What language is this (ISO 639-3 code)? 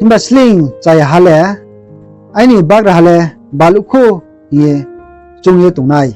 ria